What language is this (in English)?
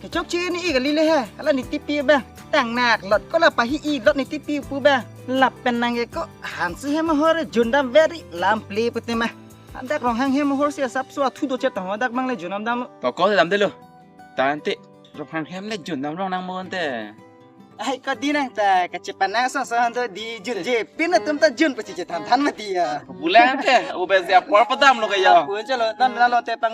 Karbi